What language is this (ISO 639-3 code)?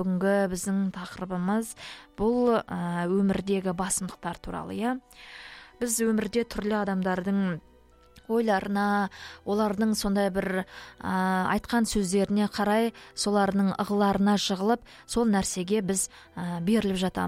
kaz